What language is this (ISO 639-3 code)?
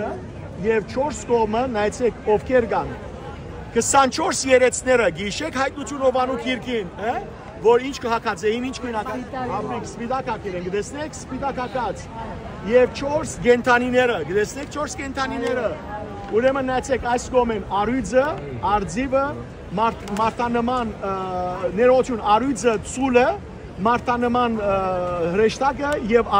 hyw